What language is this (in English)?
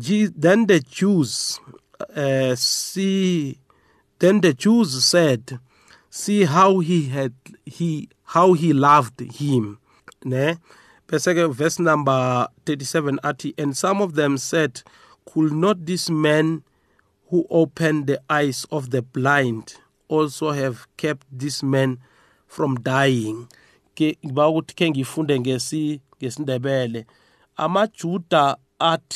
South Ndebele